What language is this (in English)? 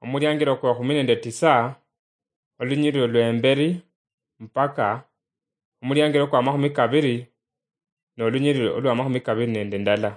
Luyia